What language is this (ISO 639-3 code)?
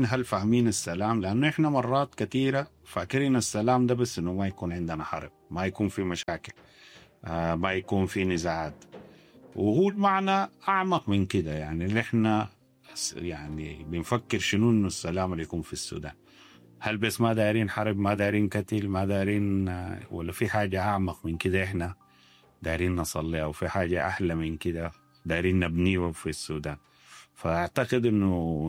apd